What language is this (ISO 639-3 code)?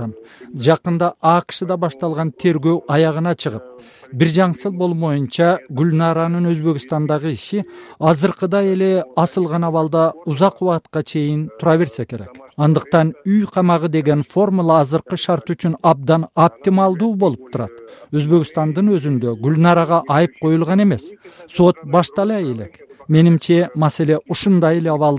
kir